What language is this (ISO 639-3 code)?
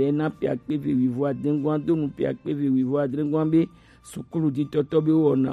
gej